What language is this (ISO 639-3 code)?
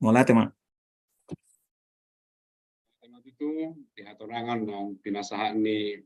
bbc